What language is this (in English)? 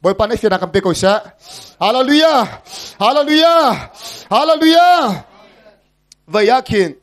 Hakha Chin